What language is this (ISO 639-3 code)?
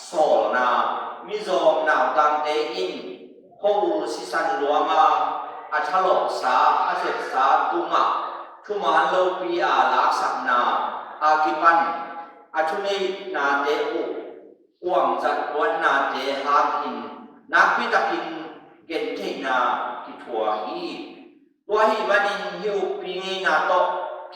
ctd